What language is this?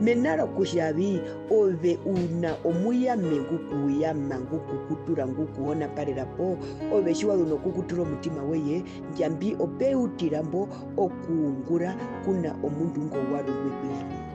Herero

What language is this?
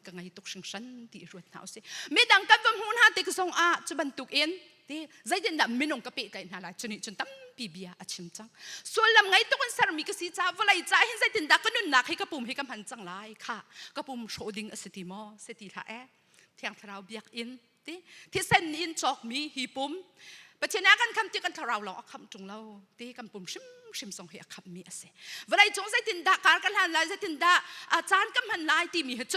Hakha Chin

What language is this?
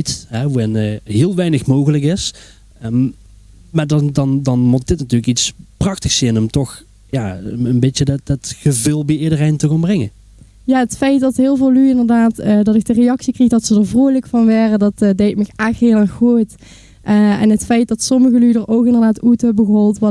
Limburgish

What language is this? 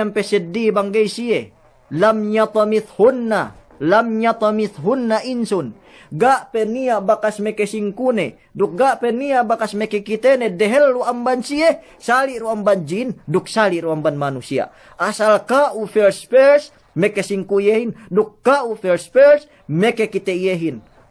Yakan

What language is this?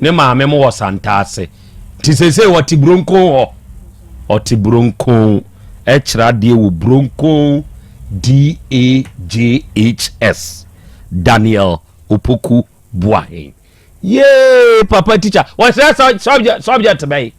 Akan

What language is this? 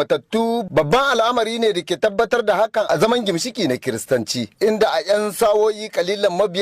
Hausa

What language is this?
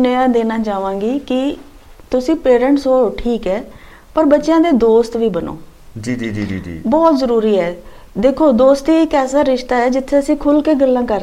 Punjabi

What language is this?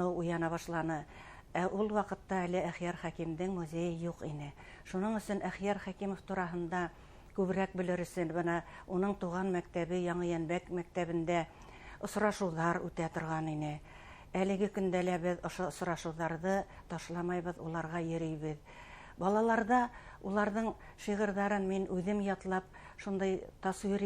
Bashkir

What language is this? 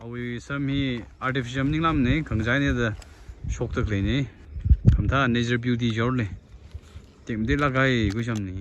Tangkhul Naga (India)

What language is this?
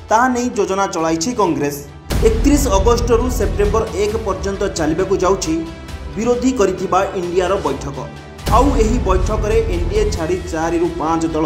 Odia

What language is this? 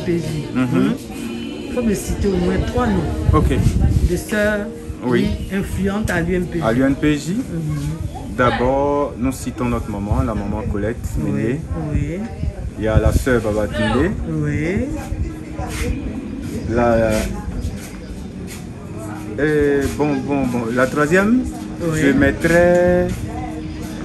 French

